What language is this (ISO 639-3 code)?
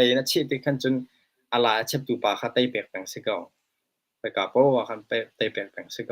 cnh